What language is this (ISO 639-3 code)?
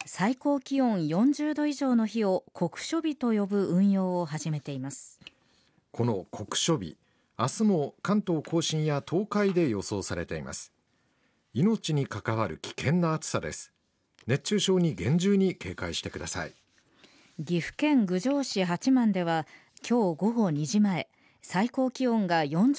jpn